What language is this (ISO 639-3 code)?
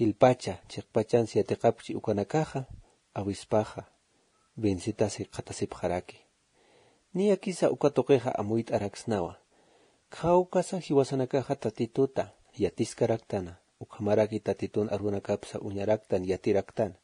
aym